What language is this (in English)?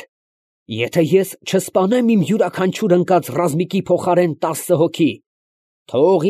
Armenian